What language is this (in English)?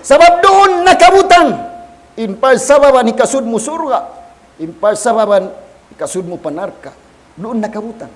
Tausug